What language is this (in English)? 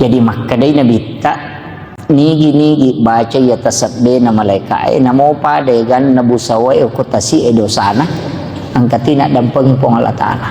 Buginese